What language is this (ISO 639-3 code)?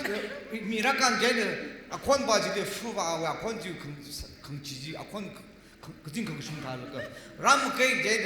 nmf